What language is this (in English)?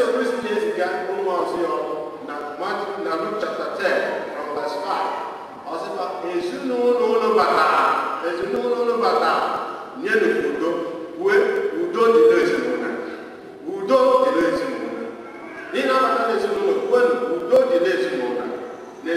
Igbo